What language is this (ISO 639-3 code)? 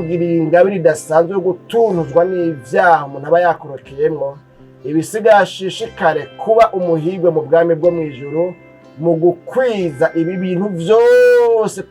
run